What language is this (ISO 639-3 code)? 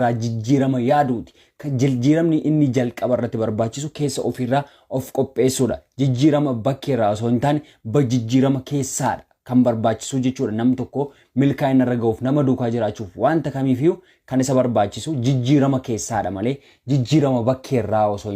orm